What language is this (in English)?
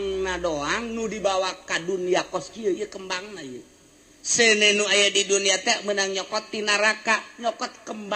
Sundanese